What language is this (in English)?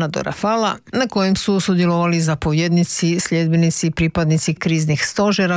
Croatian